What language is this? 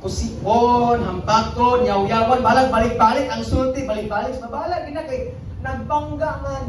Cebuano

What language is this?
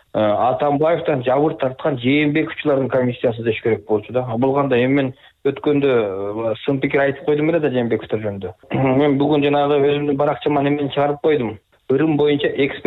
Kyrgyz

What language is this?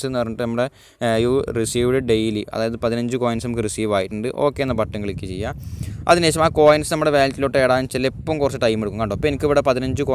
Malayalam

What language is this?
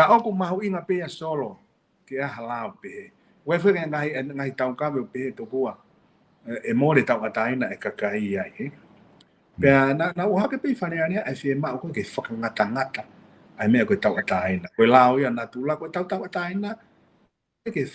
Tongan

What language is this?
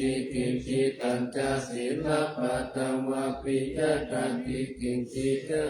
Pali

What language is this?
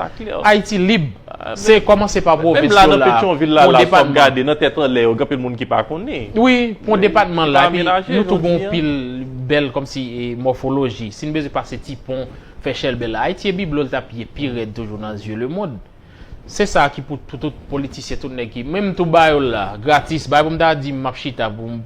Haitian Creole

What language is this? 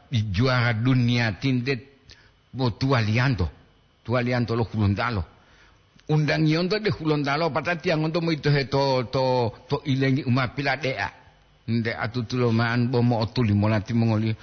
Gorontalo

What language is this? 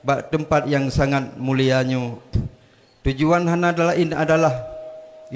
Achinese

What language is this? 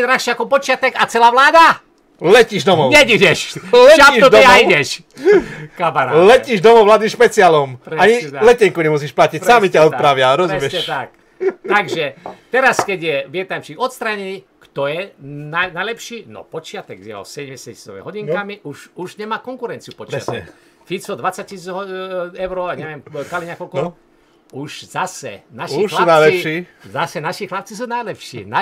Slovak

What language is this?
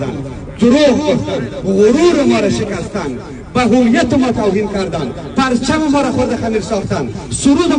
Tajik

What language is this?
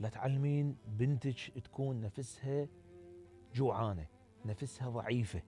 Mesopotamian Arabic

